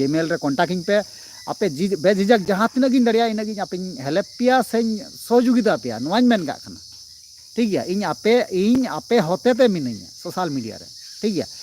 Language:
Santali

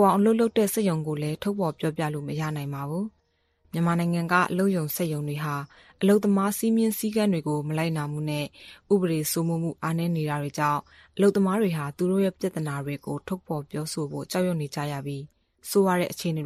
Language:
Burmese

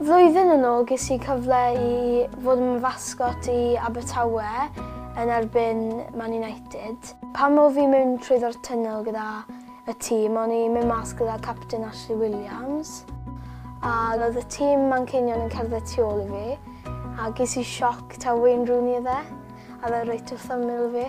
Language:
Welsh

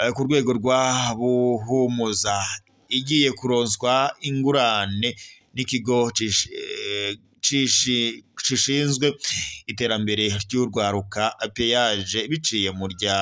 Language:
Rundi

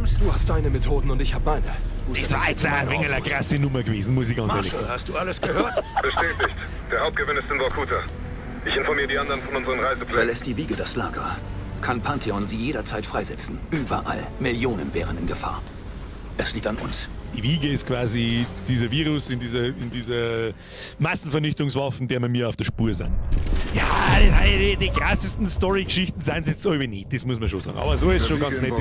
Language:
Bavarian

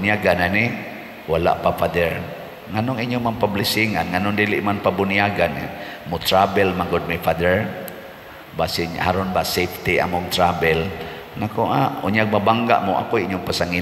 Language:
Cebuano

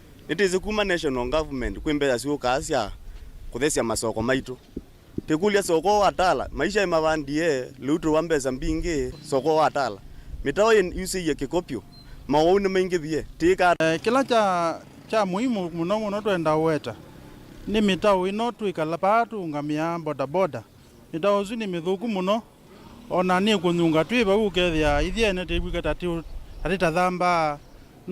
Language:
Kamba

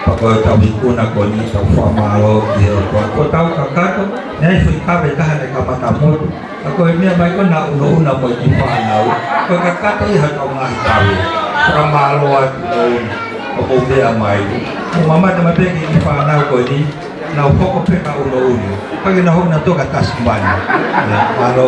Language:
Tongan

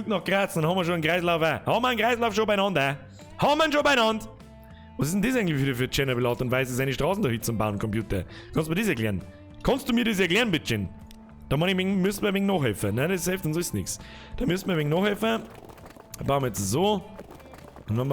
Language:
Bavarian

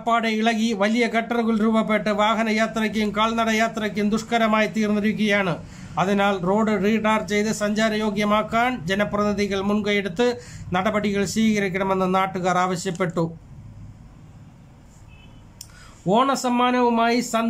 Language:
Malayalam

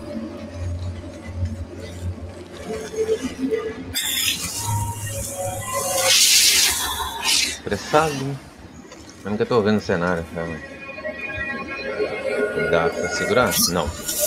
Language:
Portuguese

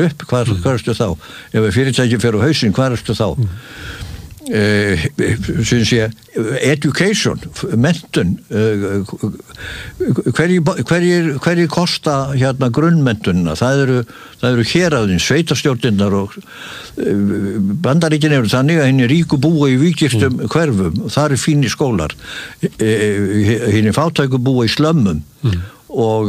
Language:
Icelandic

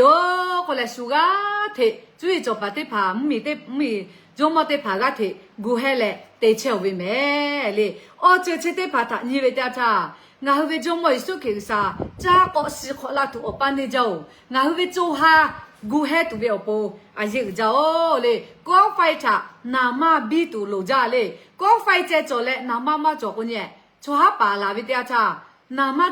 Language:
Lahu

